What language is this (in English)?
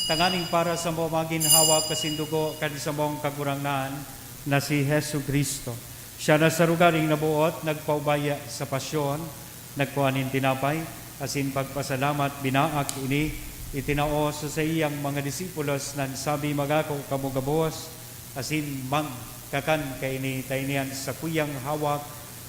Bikol